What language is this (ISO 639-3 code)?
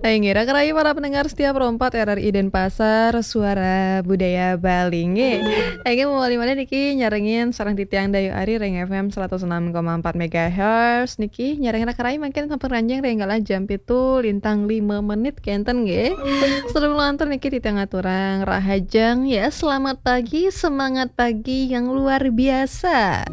ban